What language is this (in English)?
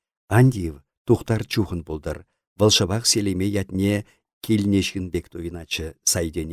Chuvash